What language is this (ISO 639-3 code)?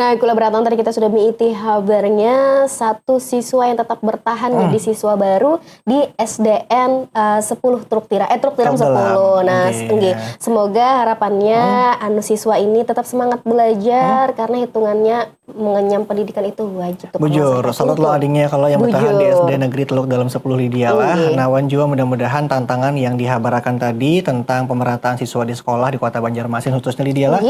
bjn